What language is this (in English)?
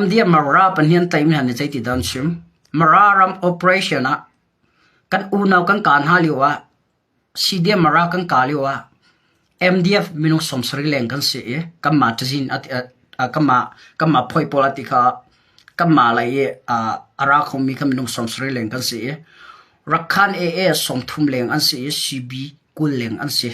Hakha Chin